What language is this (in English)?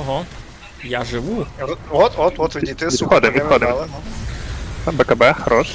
Rusyn